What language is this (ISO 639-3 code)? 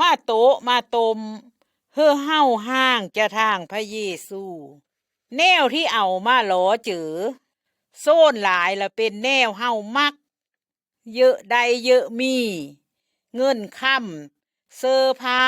lao